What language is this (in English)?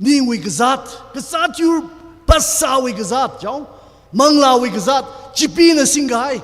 Tangkhul Naga (India)